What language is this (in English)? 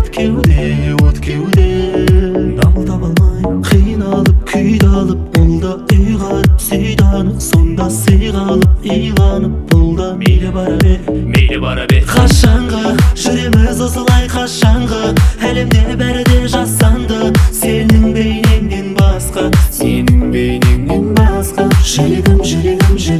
Kazakh